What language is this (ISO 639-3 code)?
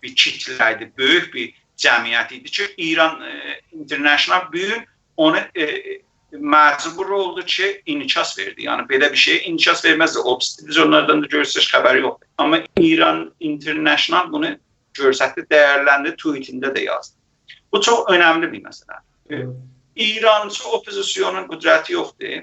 azb